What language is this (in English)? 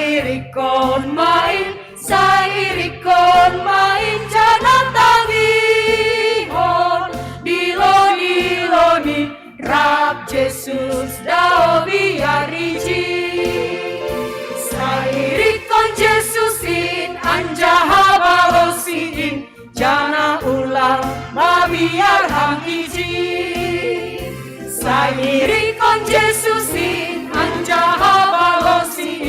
Batak Simalungun